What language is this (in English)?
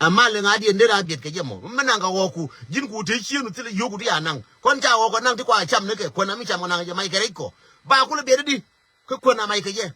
Nuer